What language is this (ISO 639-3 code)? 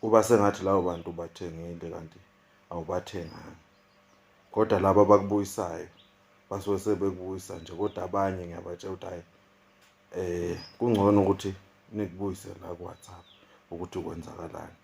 zul